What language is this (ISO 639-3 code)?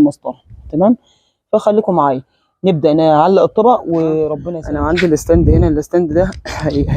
arz